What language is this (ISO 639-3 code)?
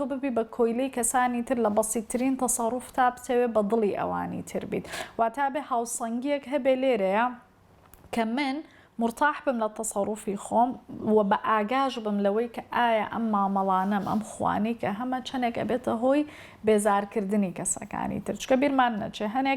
ckb